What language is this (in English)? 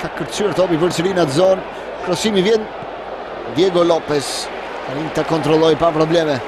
Albanian